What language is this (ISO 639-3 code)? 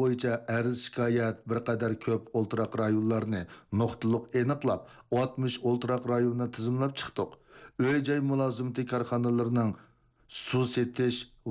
uig